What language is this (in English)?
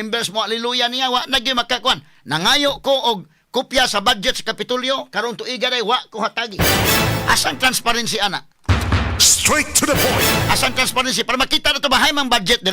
Cebuano